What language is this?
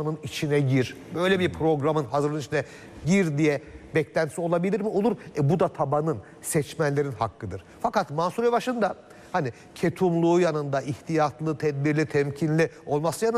Turkish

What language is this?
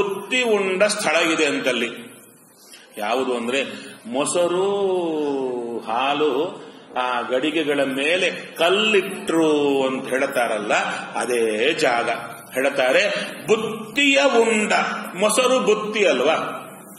Kannada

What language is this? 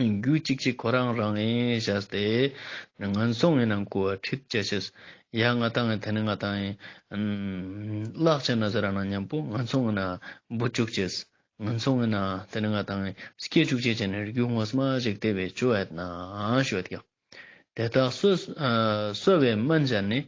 Ladakhi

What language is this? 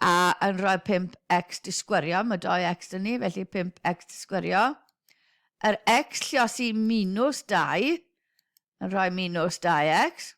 Welsh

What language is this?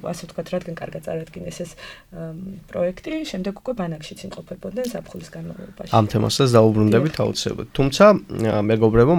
Georgian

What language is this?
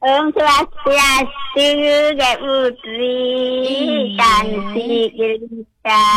Balinese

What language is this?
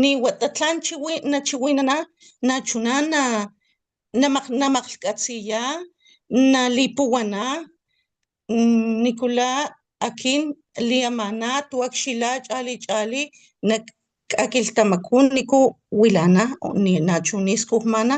Papantla Totonac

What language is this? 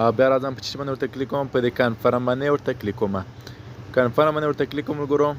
Pashto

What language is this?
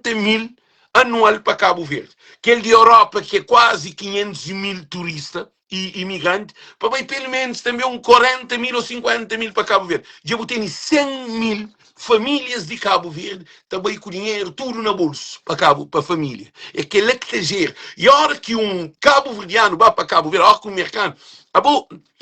Kabuverdianu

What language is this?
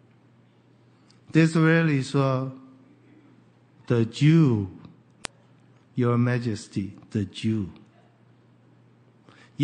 Chinese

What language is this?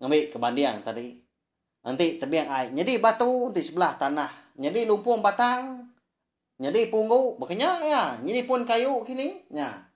Iban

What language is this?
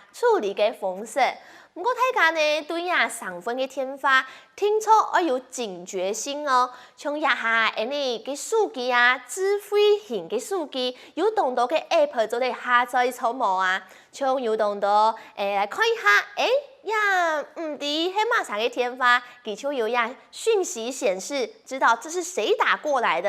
Hakka Chinese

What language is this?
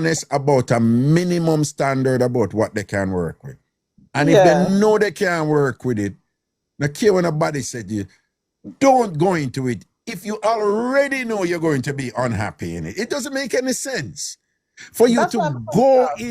Jamaican Creole English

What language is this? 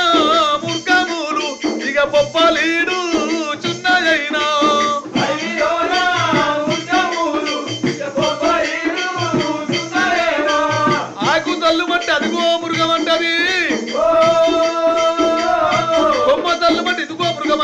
Telugu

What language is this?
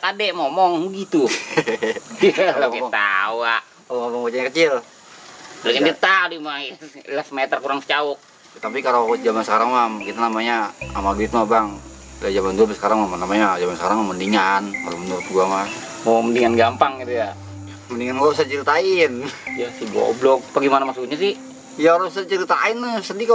Betawi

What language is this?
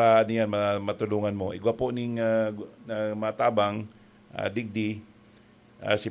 Bikol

